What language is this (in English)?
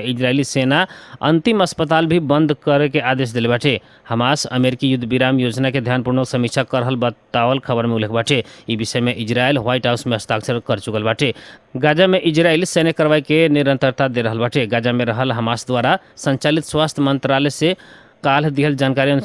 Bhojpuri